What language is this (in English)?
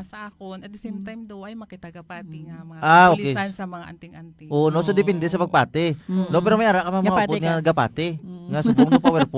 Hiligaynon